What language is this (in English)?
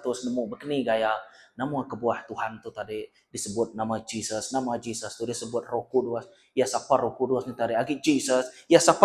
Iban